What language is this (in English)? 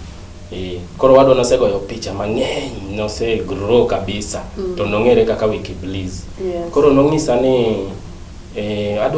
Luo (Kenya and Tanzania)